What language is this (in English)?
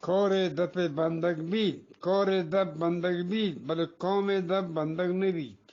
Eastern Balochi